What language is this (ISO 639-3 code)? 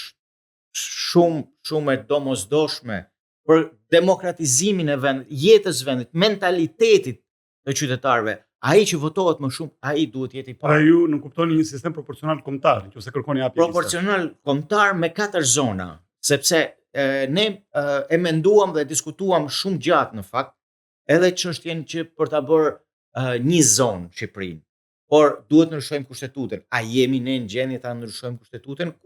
sqi